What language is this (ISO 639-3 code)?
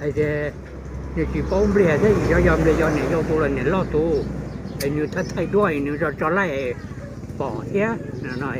hmn